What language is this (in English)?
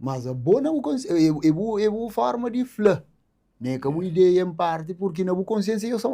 Kabuverdianu